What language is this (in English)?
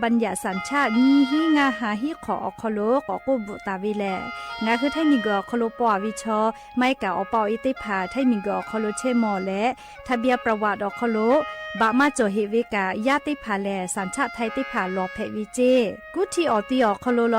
Lahu